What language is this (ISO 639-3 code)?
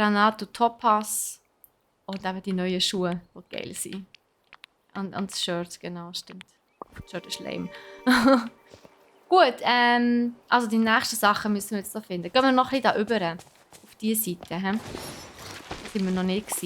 gsw